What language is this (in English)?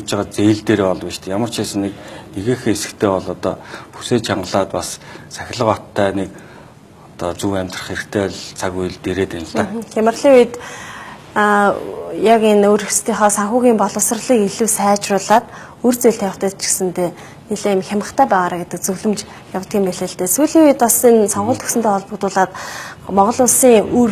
Mongolian